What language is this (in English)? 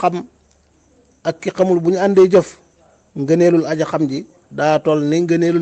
Wolof